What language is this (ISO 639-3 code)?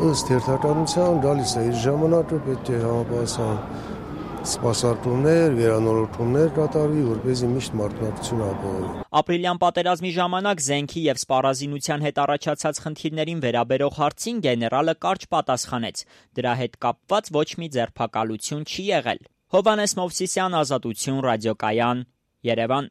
hye